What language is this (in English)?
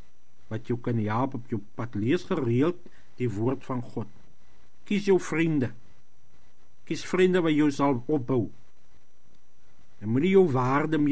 Afrikaans